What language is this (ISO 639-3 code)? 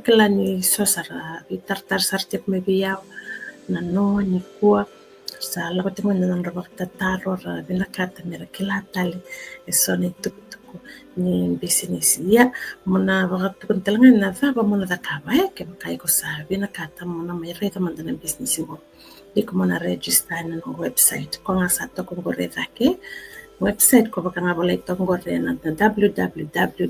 fij